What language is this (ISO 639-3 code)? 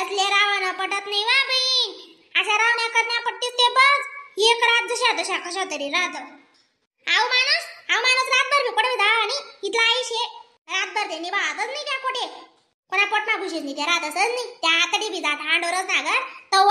khn